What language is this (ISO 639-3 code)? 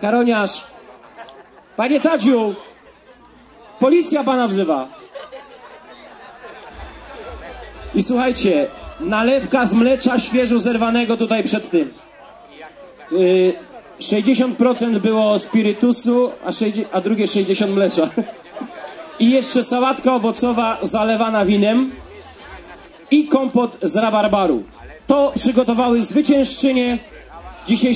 pol